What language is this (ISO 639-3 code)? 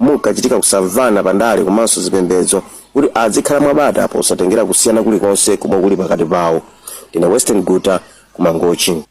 nya